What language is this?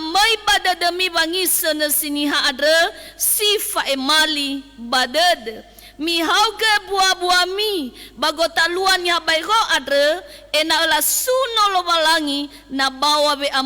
Nias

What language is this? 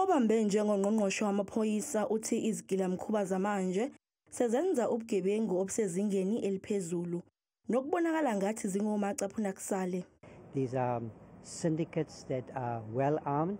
Zulu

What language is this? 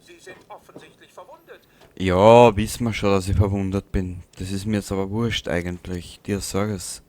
Bavarian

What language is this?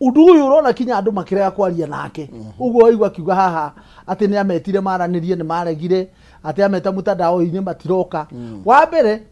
Kikuyu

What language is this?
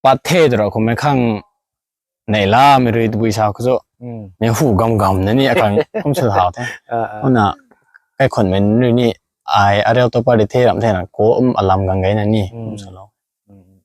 Rongmei Naga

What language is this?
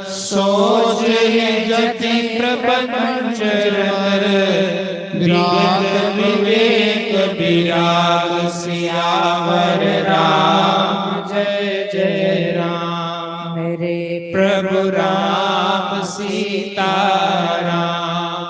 Dogri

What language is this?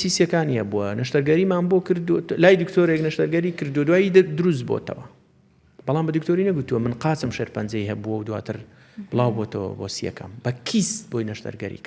Central Kurdish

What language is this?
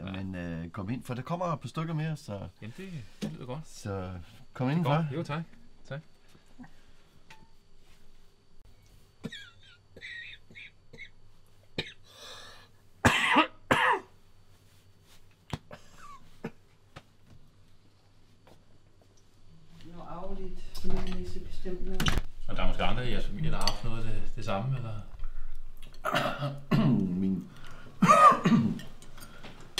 Danish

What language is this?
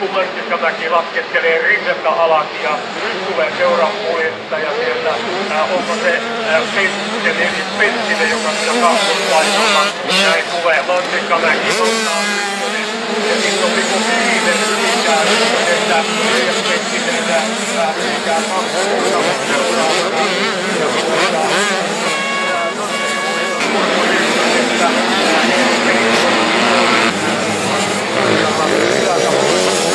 Finnish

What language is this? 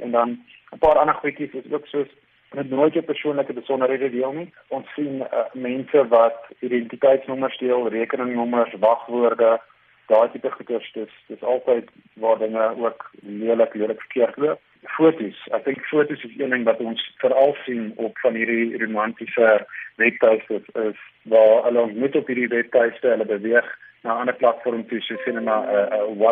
Afrikaans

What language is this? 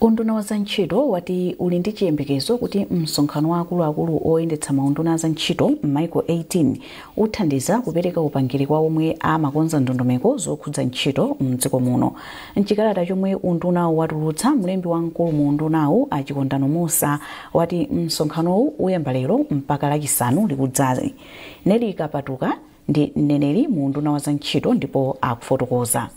Nyanja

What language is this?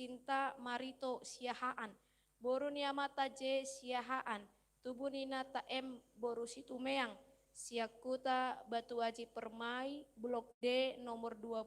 Batak Toba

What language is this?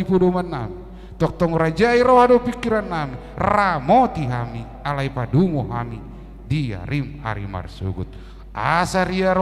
Batak Toba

